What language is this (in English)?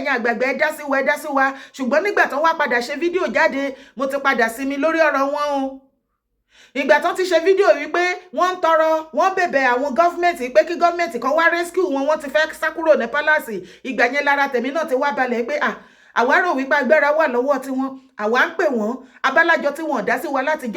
Yoruba